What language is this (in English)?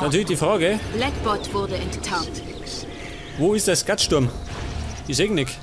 Bavarian